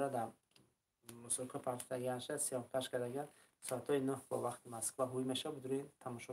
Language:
Tajik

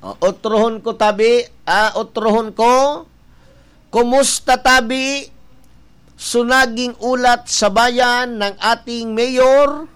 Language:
Bikol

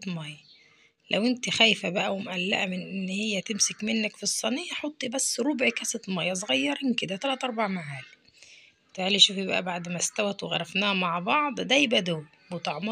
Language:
Egyptian Arabic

